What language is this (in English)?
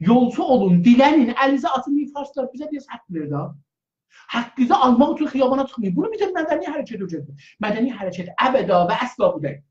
South Azerbaijani